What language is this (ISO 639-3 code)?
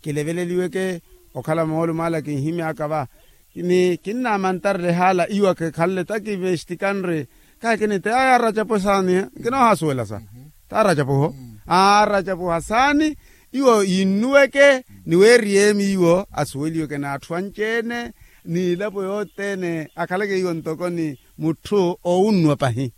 vmw